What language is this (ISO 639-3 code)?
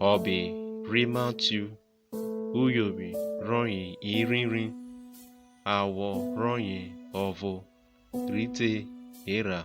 urh